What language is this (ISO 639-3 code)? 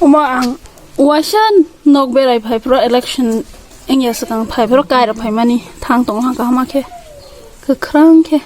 trp